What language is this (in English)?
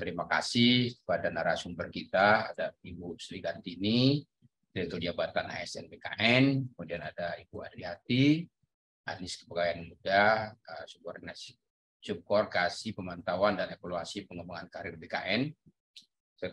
Indonesian